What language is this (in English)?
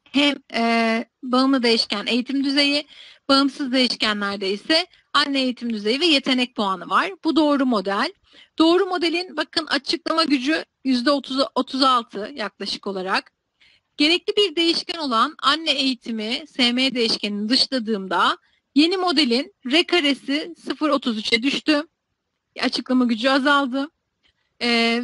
Turkish